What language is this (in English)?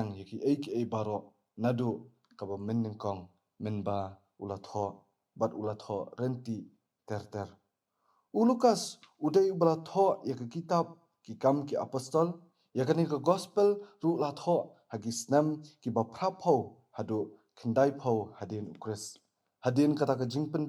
Khasi